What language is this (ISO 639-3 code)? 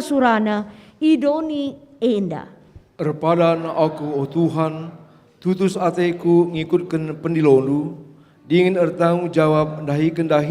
btx